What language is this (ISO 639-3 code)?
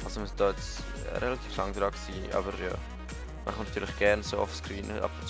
gsw